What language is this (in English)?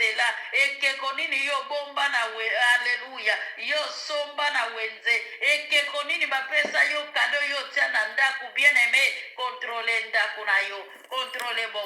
Lingala